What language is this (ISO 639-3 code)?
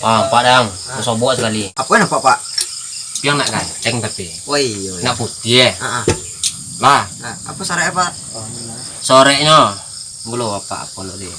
min